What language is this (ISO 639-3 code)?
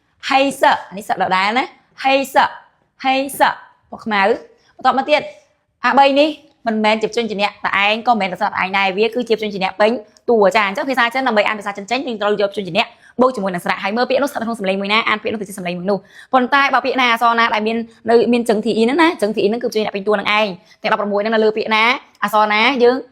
khm